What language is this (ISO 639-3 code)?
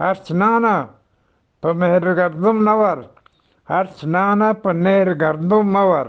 bgp